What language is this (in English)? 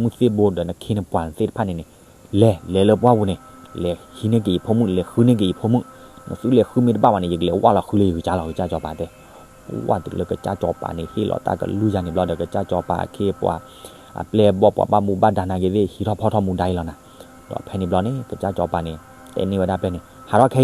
S'gaw Karen